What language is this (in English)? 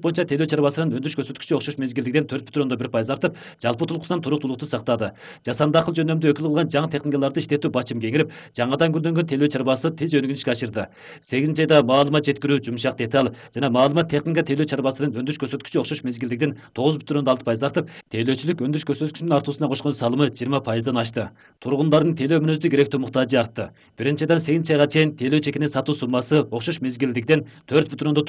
Kyrgyz